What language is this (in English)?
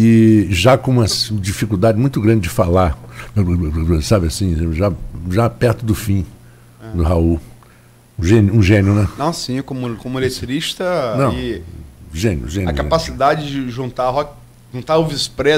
Portuguese